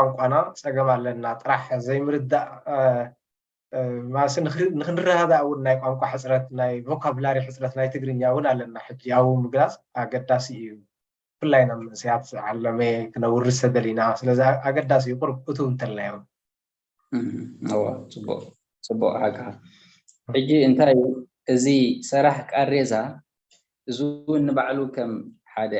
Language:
Tigrinya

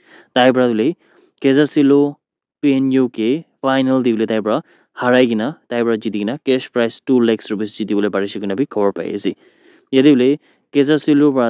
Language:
Naga Pidgin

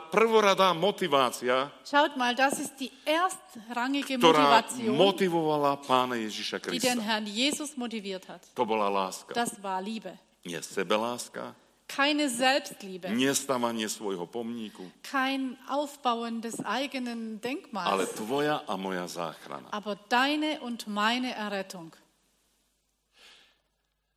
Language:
Slovak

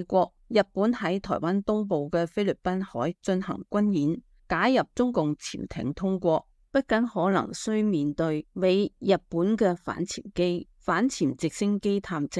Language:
Cantonese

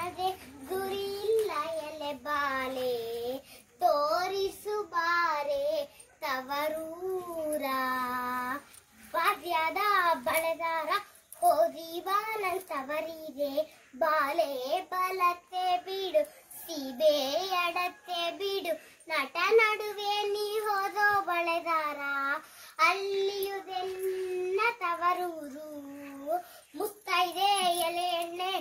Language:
Kannada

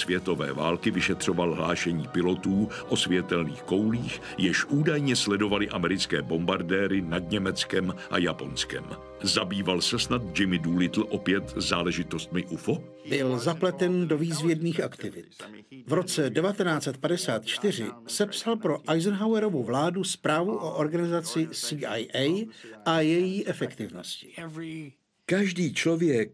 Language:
Czech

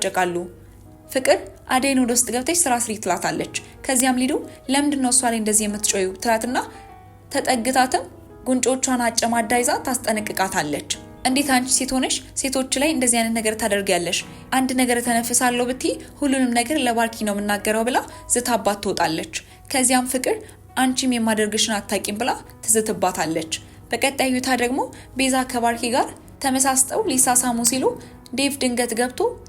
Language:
Amharic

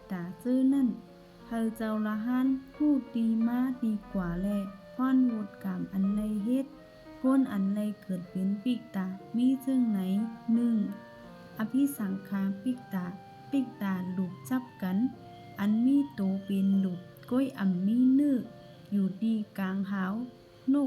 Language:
Shan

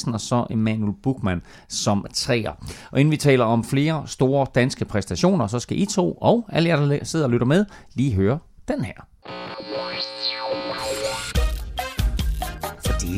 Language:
Danish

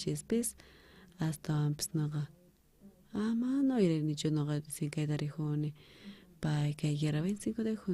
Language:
South Bolivian Quechua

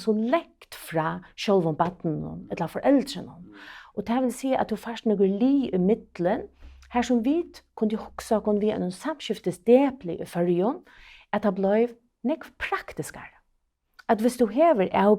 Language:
Faroese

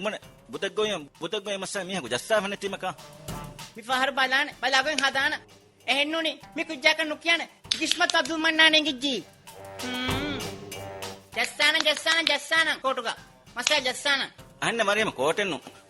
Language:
Divehi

